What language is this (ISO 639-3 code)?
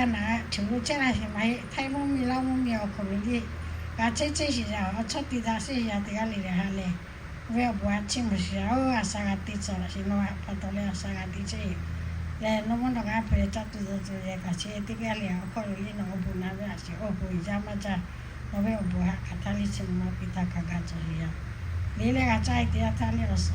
lhu